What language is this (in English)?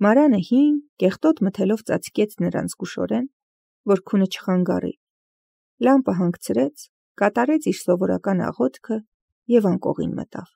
Armenian